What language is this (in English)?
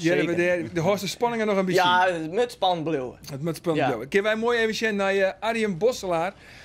Western Frisian